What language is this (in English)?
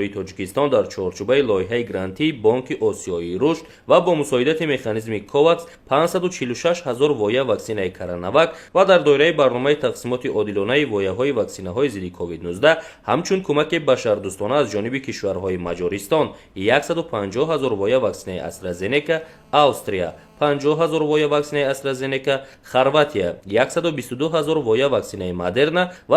Tajik